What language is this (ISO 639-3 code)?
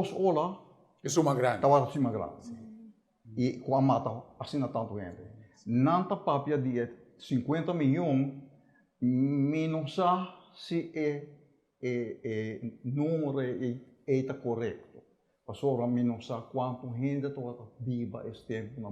pap